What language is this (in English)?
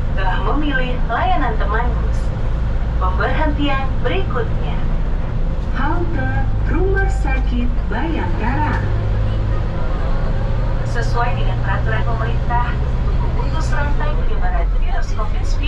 Indonesian